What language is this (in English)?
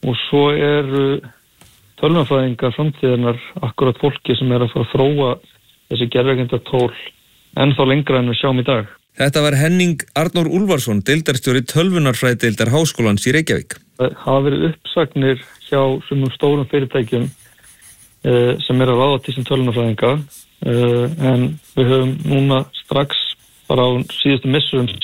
Icelandic